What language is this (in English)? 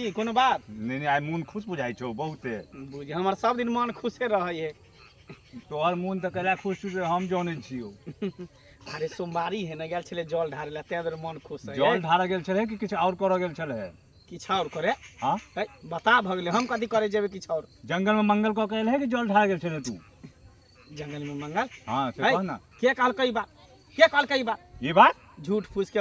Maithili